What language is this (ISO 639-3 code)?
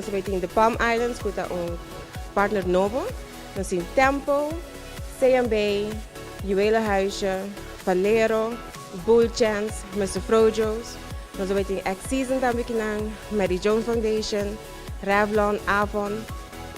pap